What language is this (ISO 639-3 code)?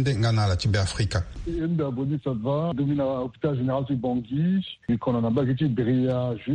sag